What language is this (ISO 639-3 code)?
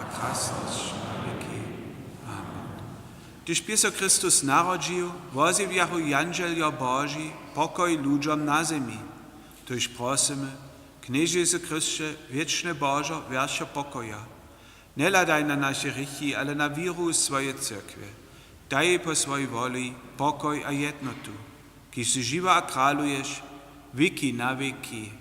hsb